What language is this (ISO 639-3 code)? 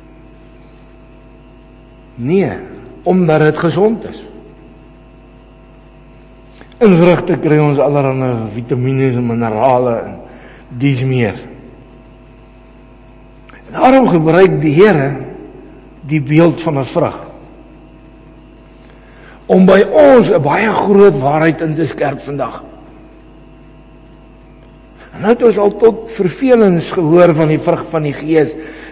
afr